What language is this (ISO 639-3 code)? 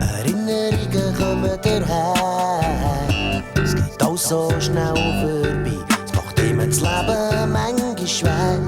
gsw